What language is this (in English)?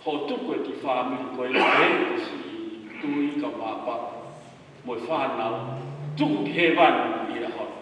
Tongan